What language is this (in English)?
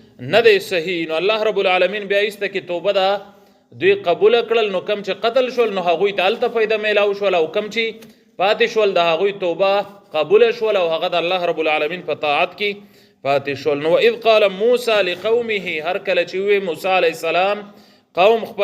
Pashto